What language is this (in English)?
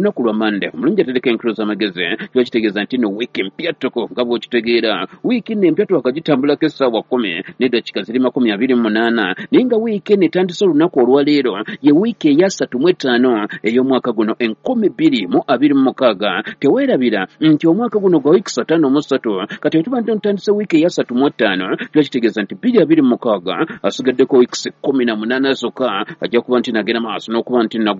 Ganda